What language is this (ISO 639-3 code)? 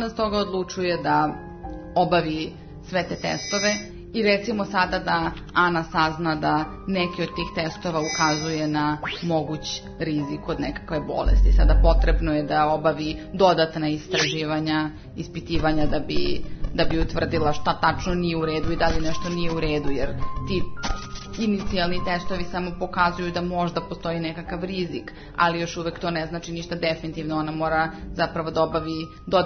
srp